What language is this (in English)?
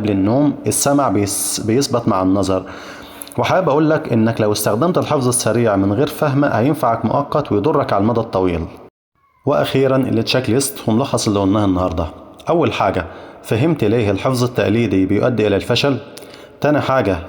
Egyptian Arabic